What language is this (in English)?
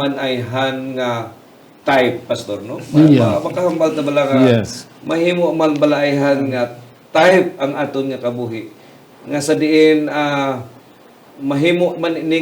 Hiligaynon